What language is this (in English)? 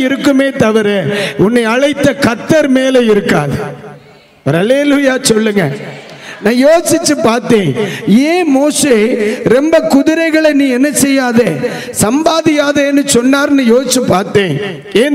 Tamil